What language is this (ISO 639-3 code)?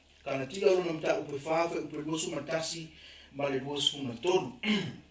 smo